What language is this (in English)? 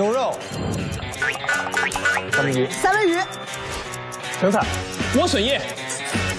Chinese